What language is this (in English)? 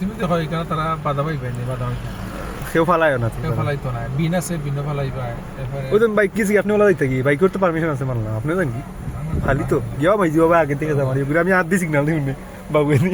Sylheti